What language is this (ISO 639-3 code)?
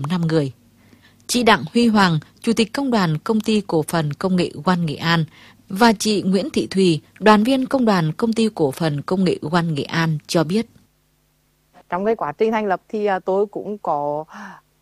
vie